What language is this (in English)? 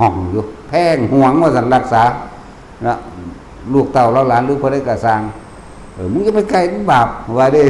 Northeastern Thai